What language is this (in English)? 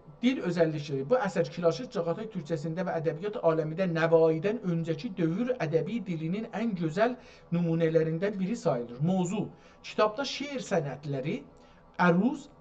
South Azerbaijani